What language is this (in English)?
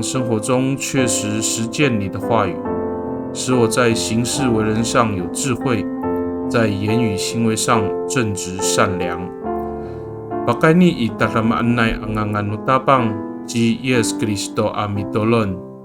Amis